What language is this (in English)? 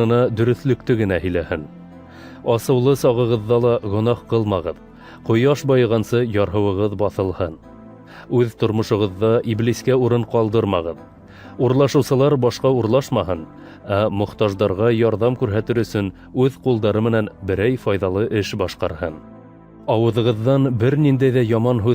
Bashkir